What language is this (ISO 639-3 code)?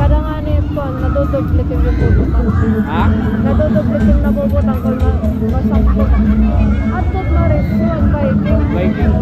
war